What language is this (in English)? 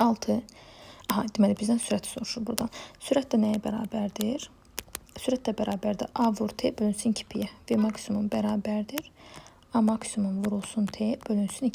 Azerbaijani